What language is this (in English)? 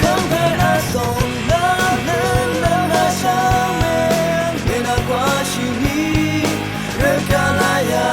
Rawang